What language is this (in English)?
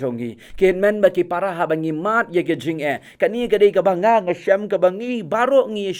Khasi